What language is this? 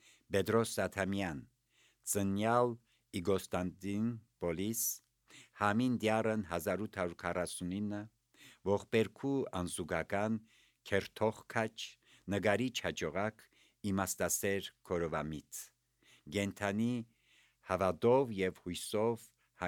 Armenian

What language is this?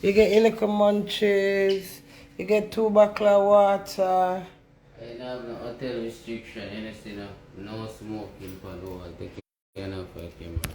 Jamaican Creole English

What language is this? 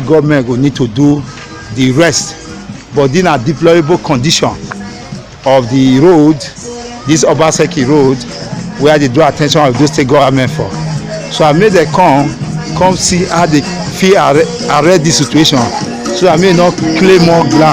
Nigerian Pidgin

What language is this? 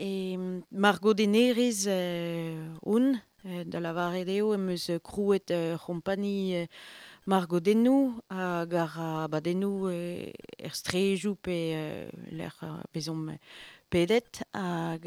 Breton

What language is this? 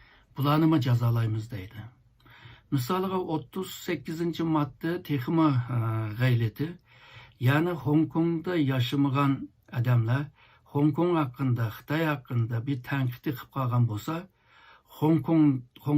Uyghur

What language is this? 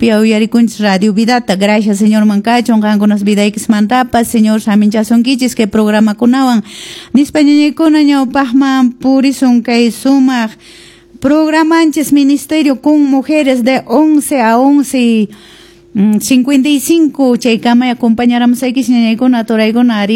Quechua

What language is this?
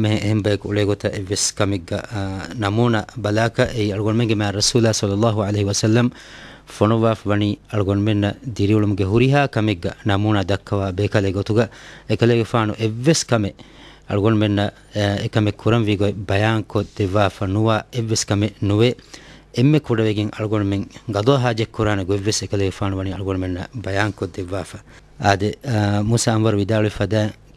Divehi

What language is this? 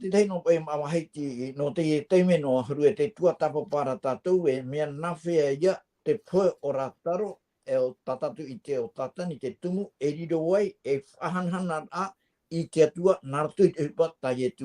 Tahitian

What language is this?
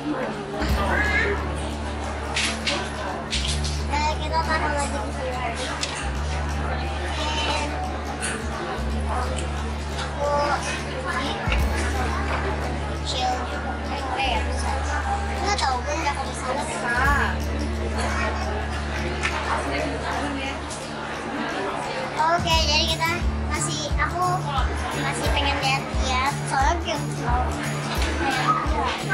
Indonesian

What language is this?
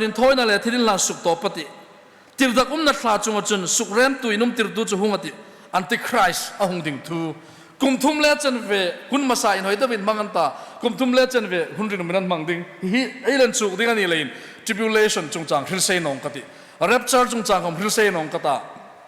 Hmar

